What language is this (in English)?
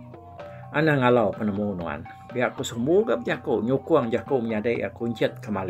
Iban